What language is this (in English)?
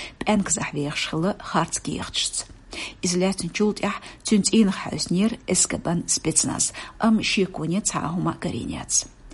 Chechen